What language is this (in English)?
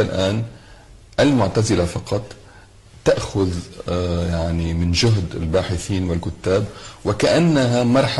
Arabic